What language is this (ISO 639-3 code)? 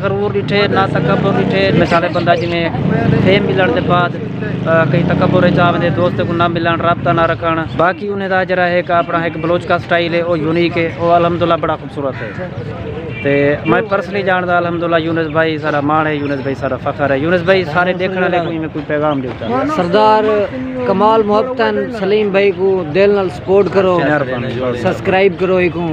skr